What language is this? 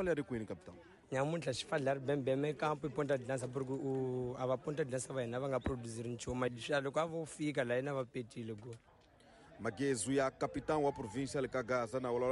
Tsonga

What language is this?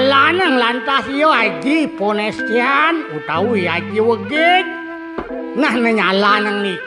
Balinese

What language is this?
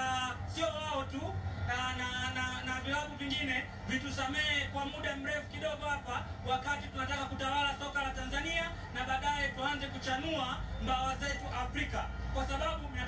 Swahili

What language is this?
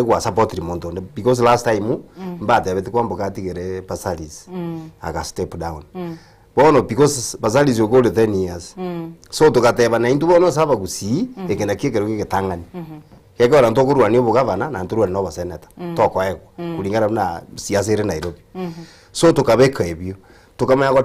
Gusii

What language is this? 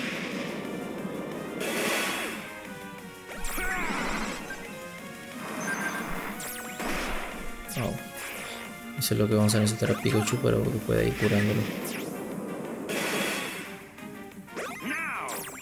Spanish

